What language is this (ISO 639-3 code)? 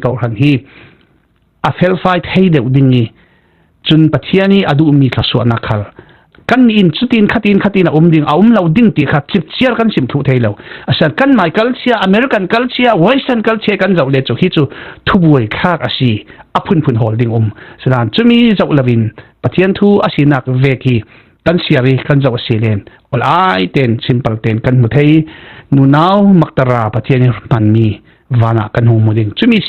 cfm